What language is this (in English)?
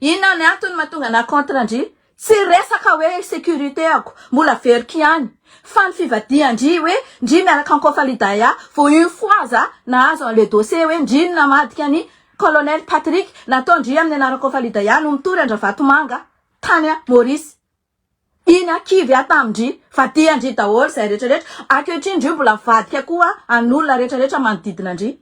Malagasy